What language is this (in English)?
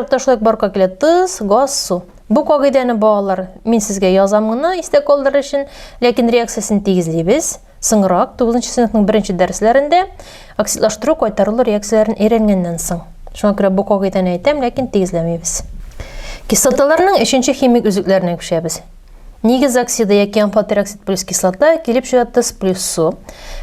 Tatar